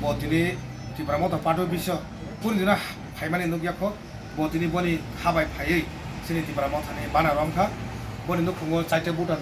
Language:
Kok Borok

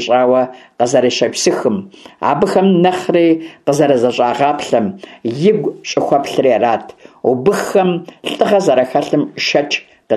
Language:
Kabardian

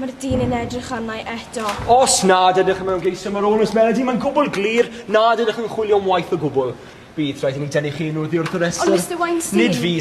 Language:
Welsh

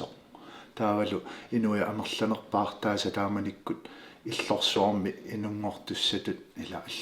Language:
Kalaallisut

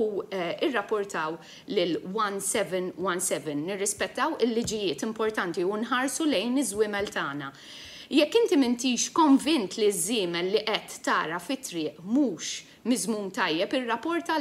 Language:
Maltese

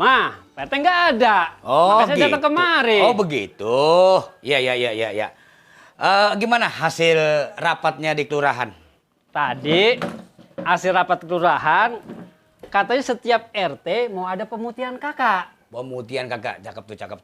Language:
Betawi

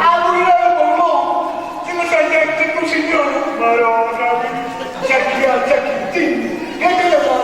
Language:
Neapolitan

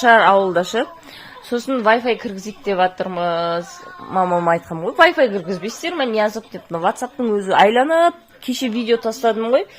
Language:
Kazakh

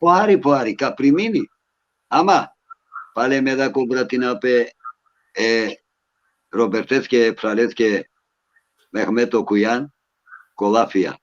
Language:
Balkan Romani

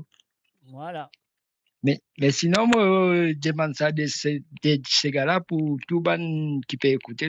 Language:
Morisyen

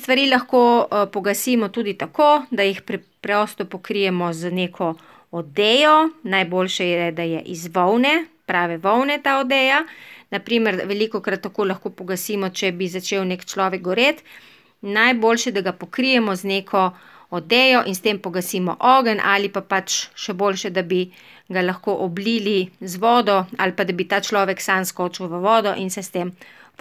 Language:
Slovenian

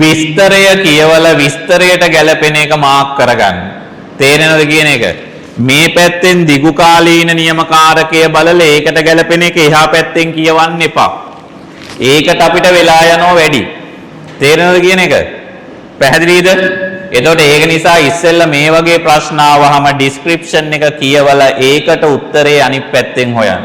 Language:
Sinhala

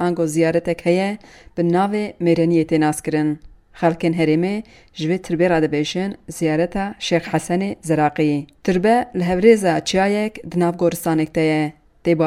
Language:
Kurdish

